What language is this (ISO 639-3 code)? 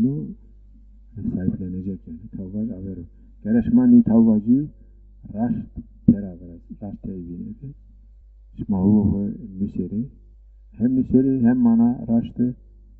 zza